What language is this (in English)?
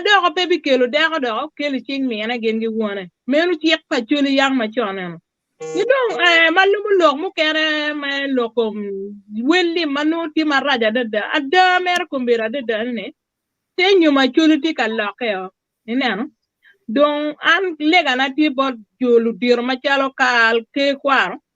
Acoli